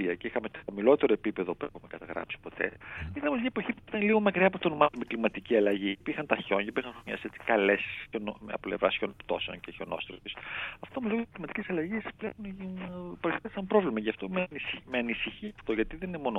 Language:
Greek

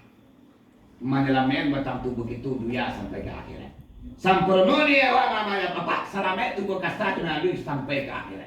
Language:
Minangkabau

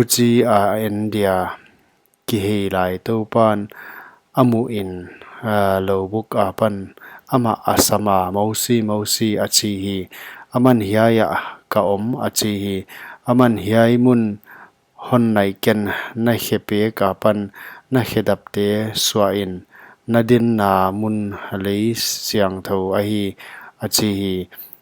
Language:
Paite Chin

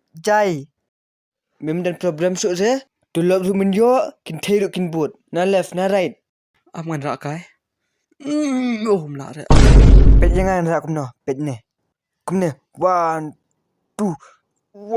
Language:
Khasi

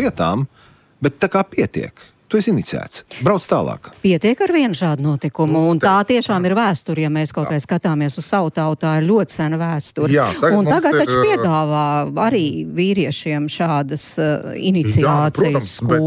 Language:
Latvian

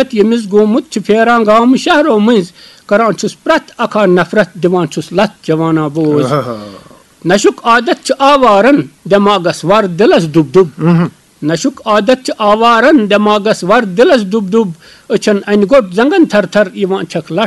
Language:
Kashmiri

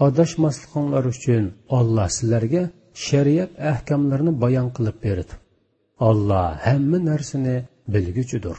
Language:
Uyghur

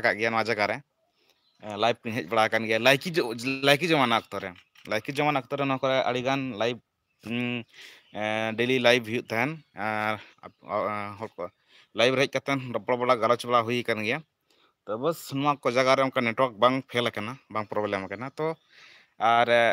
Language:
Santali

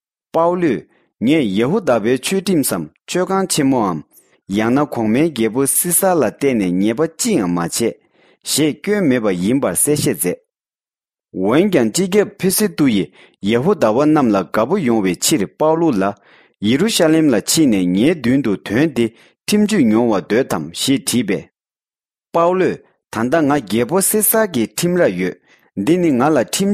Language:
Tibetan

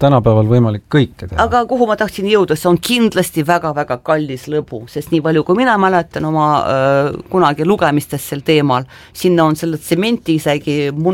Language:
Estonian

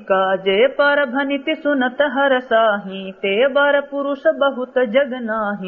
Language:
Awadhi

